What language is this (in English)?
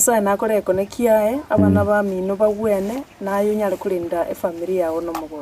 Gusii